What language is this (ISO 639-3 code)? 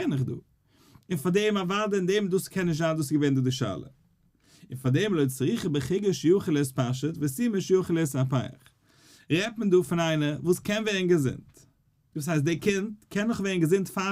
yid